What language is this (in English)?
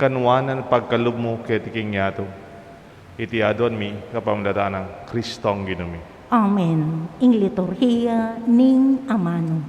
Pampanga